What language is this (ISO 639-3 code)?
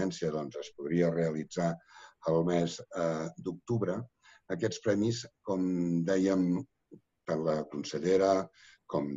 cat